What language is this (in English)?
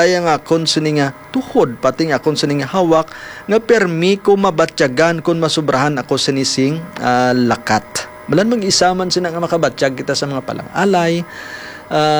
Hiligaynon